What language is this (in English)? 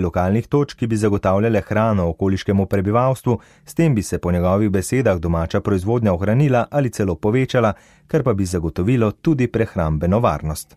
Slovenian